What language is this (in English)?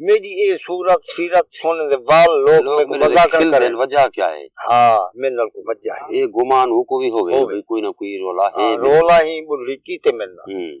Saraiki